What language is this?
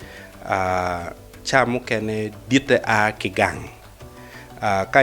Acoli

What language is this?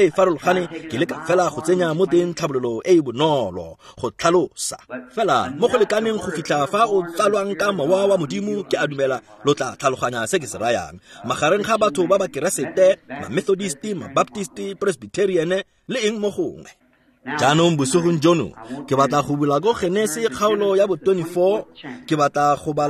Tswana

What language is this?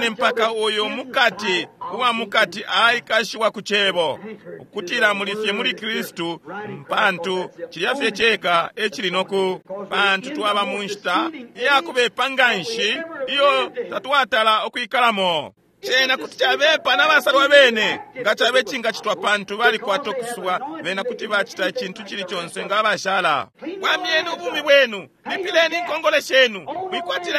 Bemba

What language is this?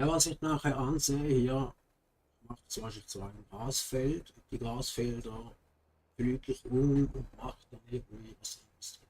Swiss German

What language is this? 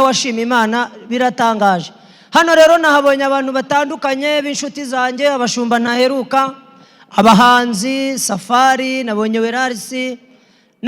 Kinyarwanda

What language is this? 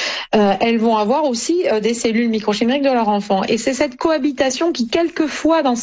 French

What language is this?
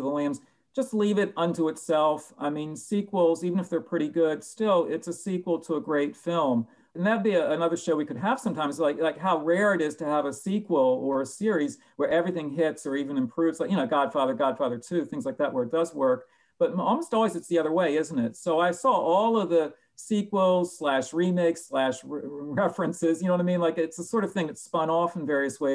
English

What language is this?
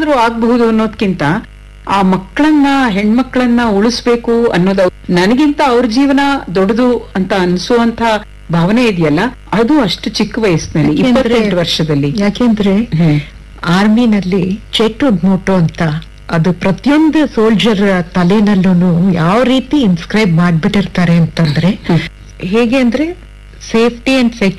Kannada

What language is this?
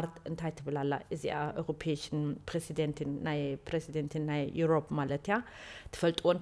Tigrinya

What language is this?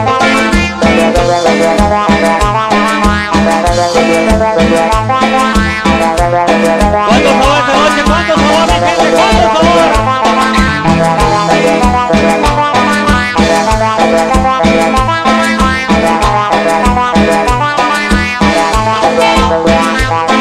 Spanish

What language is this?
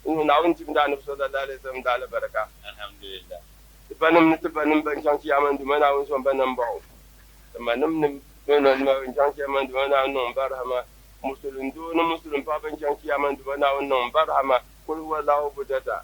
Dagbani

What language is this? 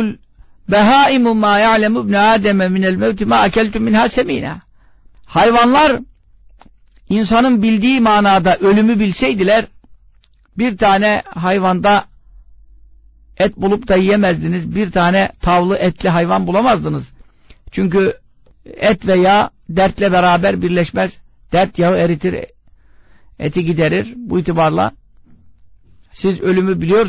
Turkish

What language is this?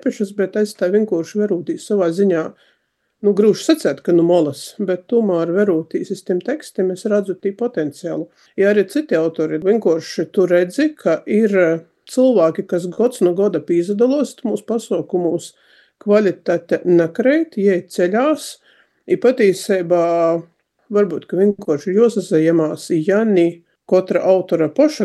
Latvian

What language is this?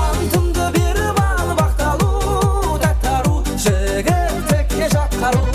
Kara-Kalpak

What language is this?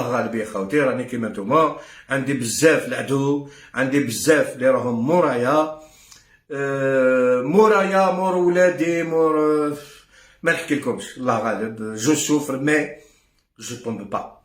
Algerian Arabic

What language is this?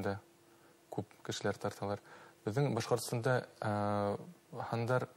Bashkir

